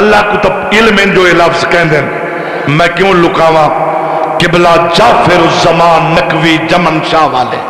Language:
Saraiki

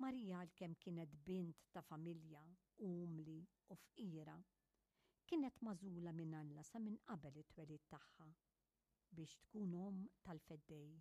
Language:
Maltese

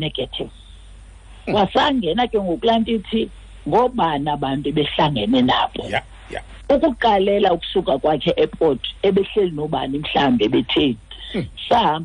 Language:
Xhosa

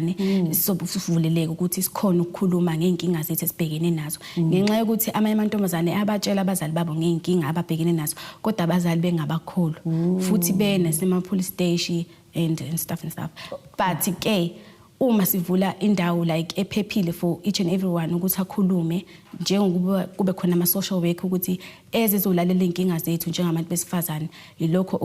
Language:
Zulu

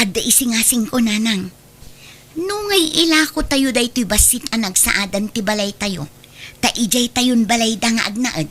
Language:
Iloko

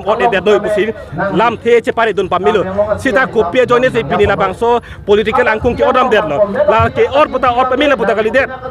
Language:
Karbi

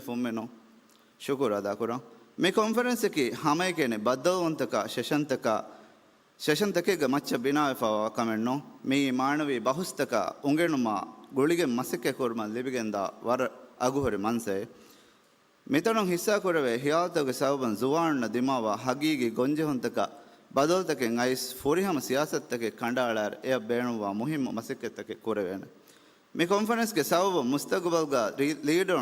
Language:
Divehi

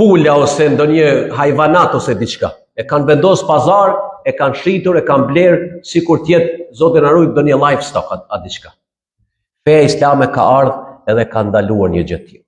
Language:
Albanian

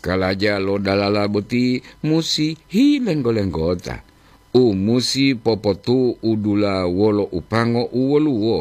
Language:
Gorontalo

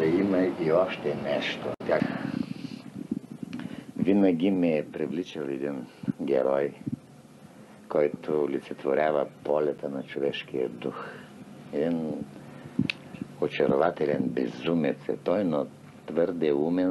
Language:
Bulgarian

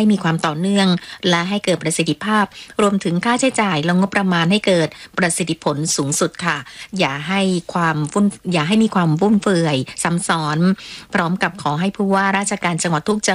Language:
Thai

